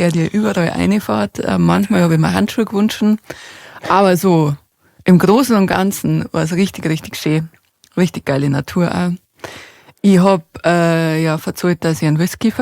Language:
Bavarian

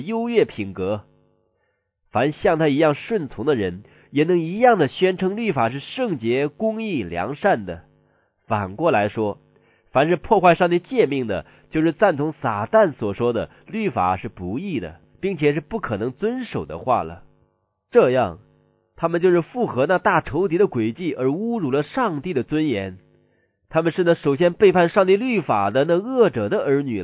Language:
Chinese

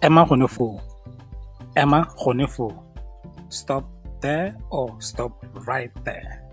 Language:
Tswana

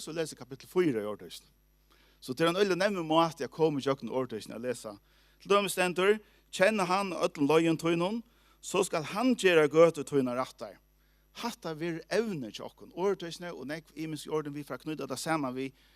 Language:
Faroese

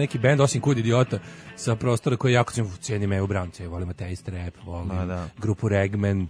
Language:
Serbian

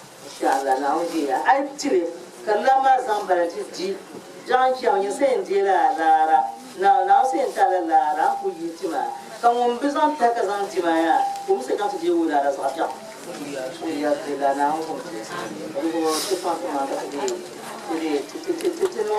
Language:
Dagbani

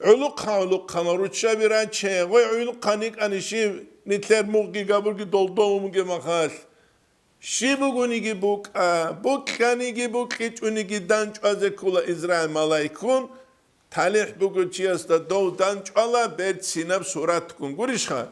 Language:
Avaric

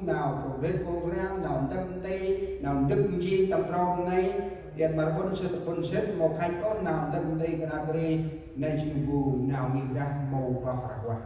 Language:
Central Mnong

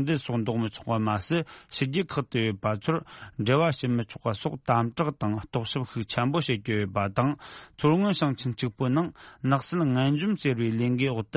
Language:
Tibetan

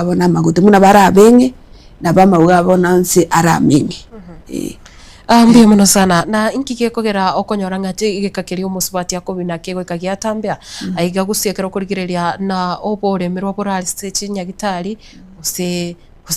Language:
Gusii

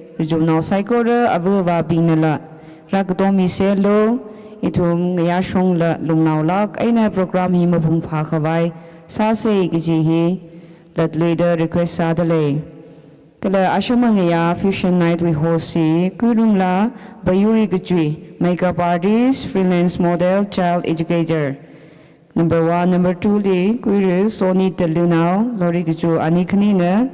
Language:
Tangkhul Naga (India)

